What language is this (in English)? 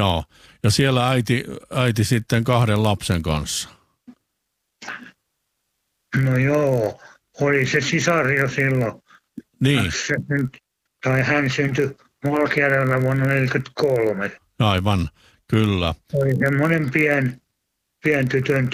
Finnish